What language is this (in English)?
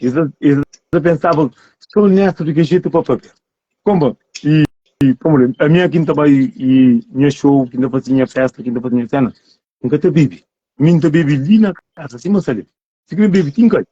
Kabuverdianu